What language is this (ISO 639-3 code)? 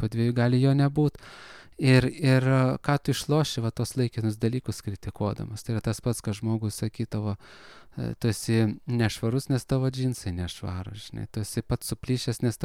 lit